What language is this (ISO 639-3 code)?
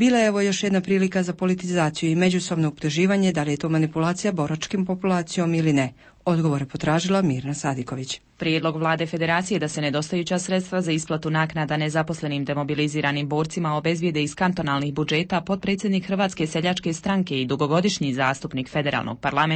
bos